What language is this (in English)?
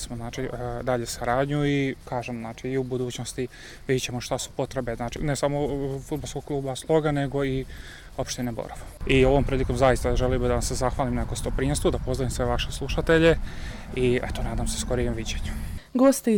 Bosnian